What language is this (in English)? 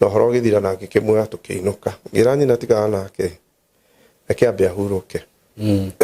Kikuyu